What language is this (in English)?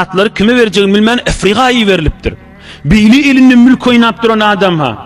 Turkmen